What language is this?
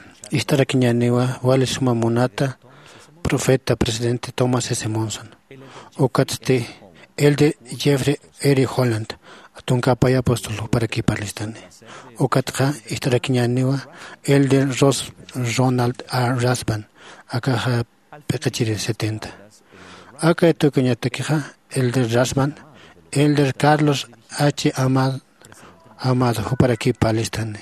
Aymara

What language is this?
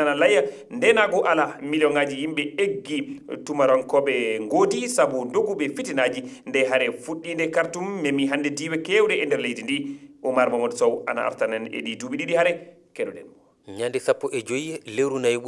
Fula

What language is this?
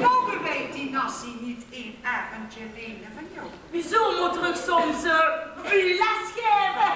Limburgish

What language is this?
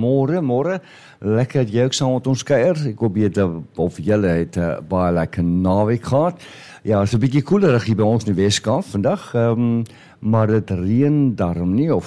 Afrikaans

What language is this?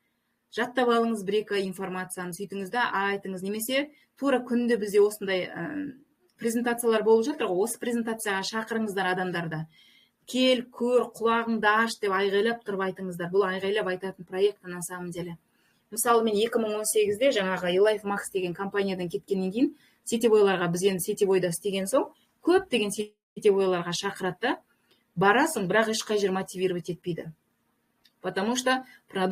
Kazakh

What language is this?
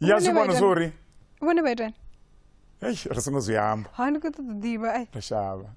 Venda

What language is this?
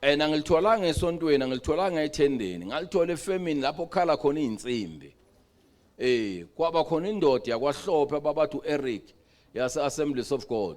Zulu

